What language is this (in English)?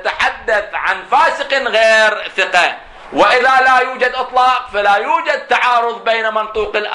Arabic